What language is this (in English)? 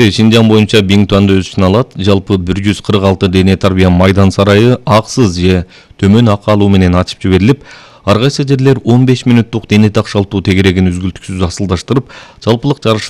Kyrgyz